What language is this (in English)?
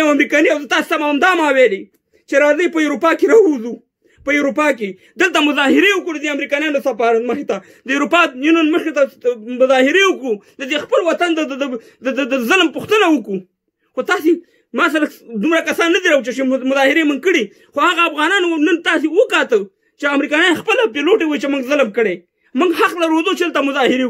Pashto